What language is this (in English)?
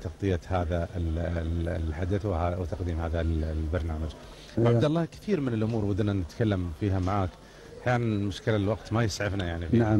Gulf Arabic